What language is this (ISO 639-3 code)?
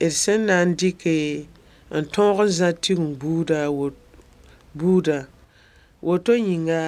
mos